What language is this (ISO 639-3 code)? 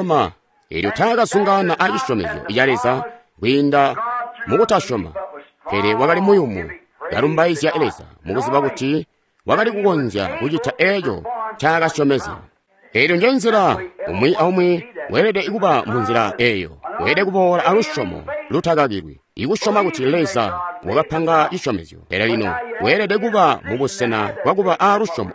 toi